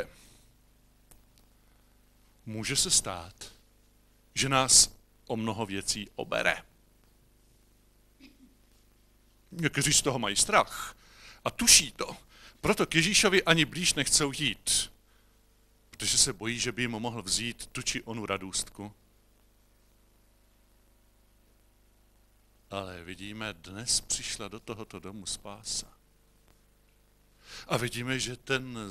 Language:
Czech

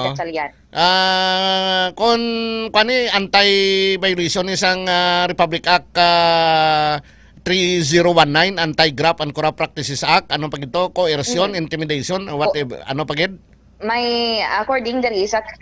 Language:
Hiligaynon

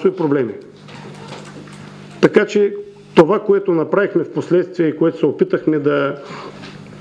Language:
Bulgarian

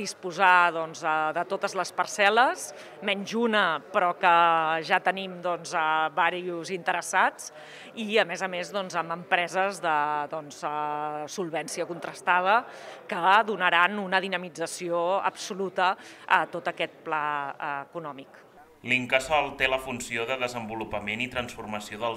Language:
Catalan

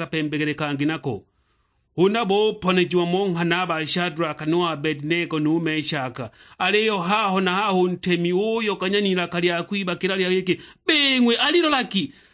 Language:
Sukuma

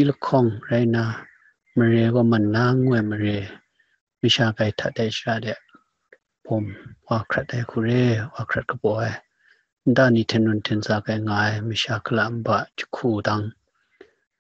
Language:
Kachin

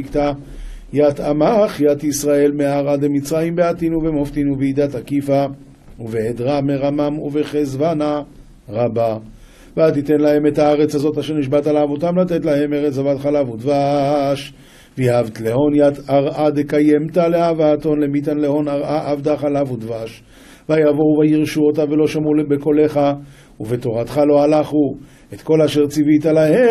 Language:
Hebrew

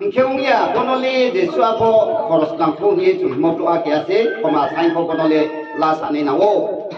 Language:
Riang (India)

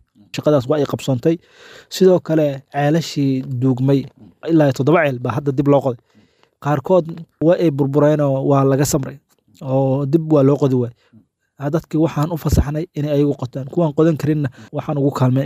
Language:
Somali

